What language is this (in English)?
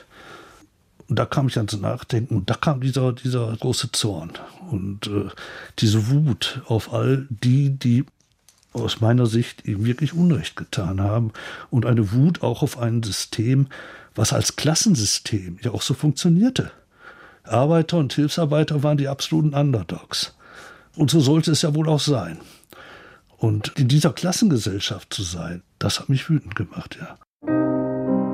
German